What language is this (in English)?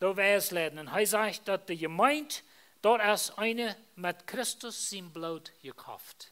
Plautdietsch